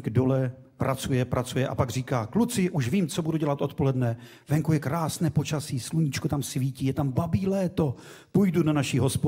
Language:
Czech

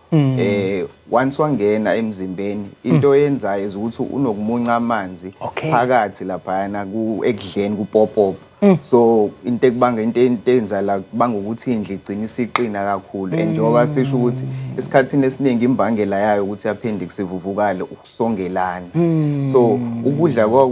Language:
Zulu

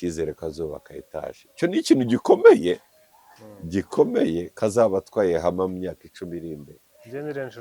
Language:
Kinyarwanda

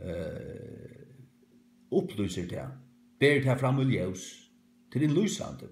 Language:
Faroese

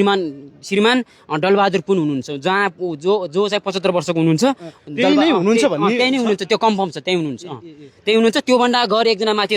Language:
Nepali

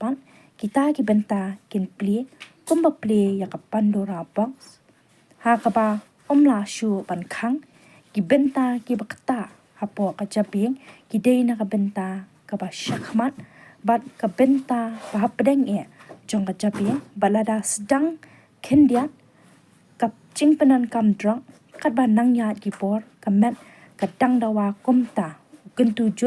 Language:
Khasi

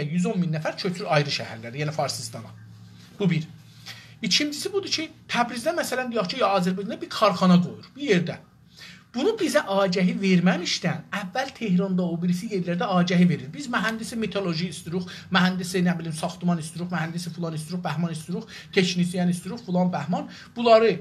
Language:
South Azerbaijani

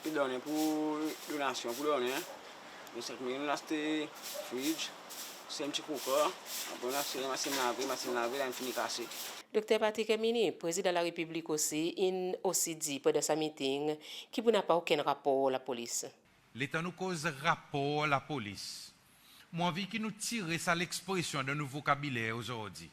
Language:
Seselwa Creole French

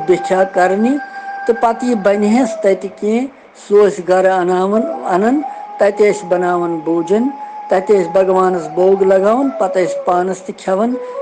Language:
Kashmiri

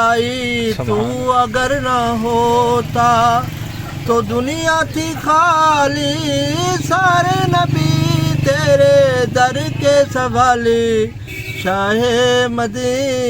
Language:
Saraiki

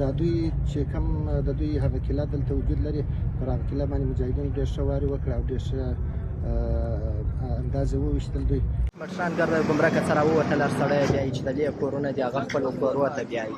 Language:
Pashto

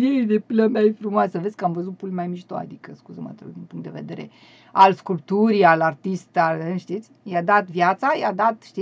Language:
Romanian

